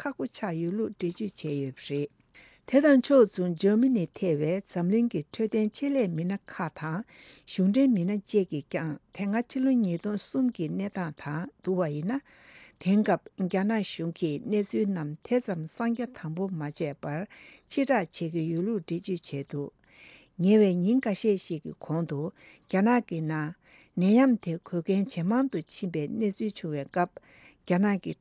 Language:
Tibetan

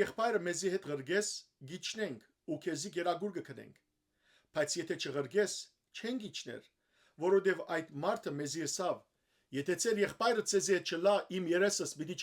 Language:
Western Armenian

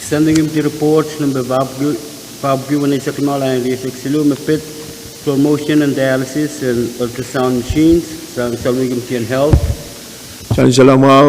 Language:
Pohnpeian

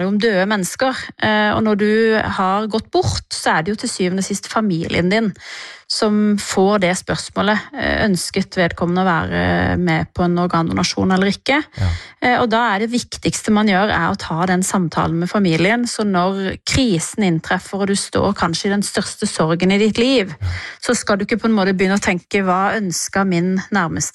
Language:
Norwegian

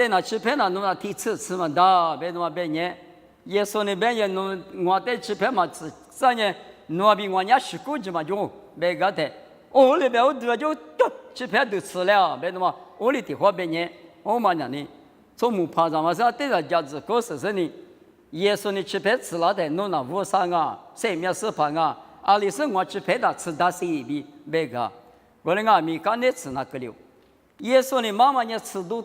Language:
Lisu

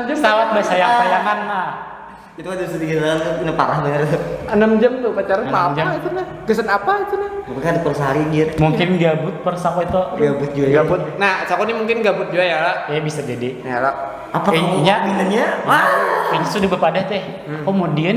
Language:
Banjar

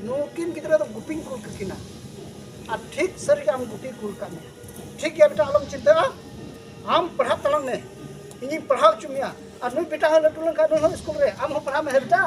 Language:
Santali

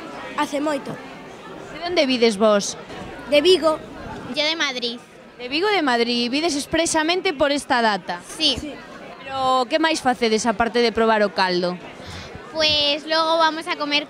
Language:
Galician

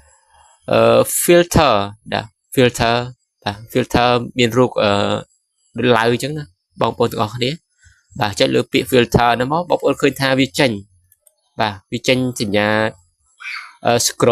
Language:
Khmer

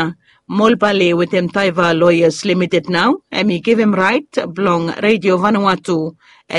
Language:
Bislama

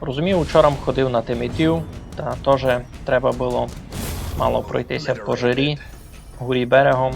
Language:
Rusyn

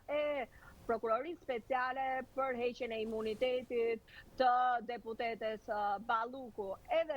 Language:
Albanian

